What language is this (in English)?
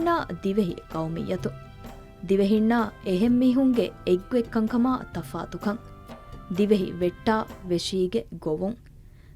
Divehi